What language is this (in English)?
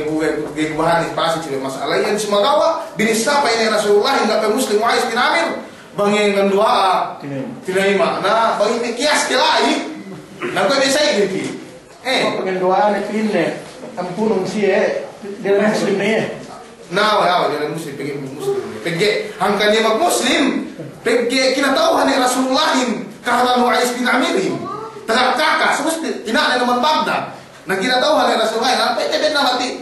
Yakan